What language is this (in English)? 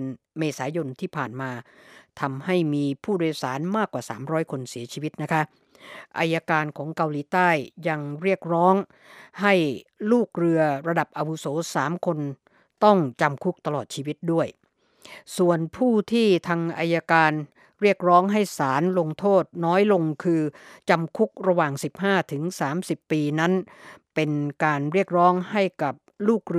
Thai